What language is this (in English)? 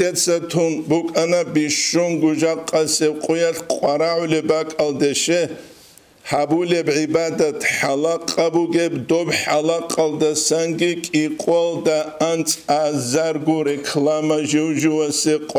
Avaric